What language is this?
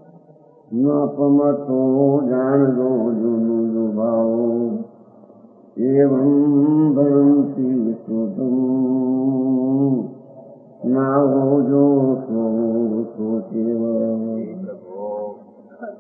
Gujarati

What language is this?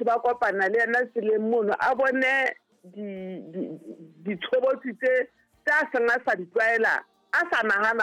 Southern Sotho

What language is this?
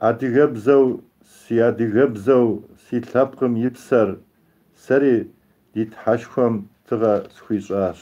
Kabardian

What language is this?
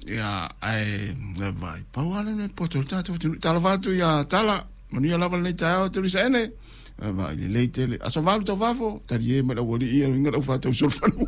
Samoan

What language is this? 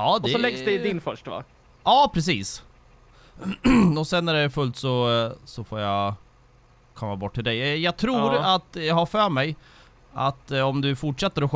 Swedish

